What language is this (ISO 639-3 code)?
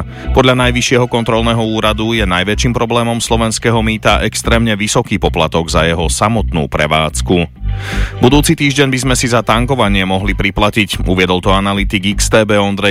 slk